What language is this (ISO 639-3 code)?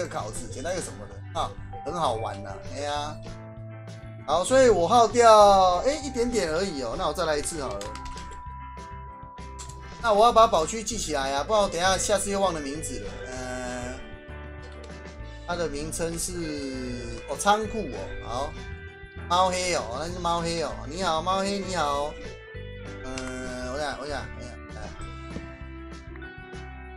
zho